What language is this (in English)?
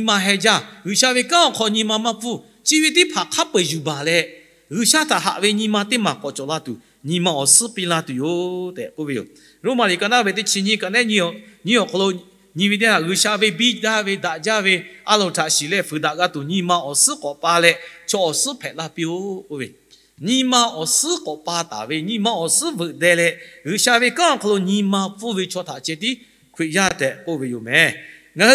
Lahu